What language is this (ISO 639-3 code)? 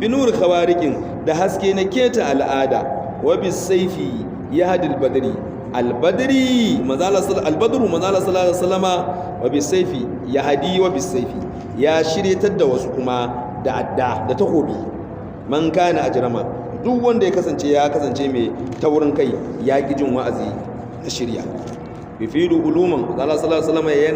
hau